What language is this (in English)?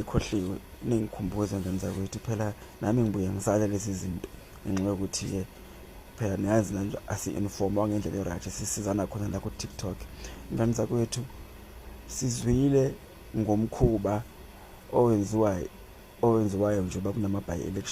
Zulu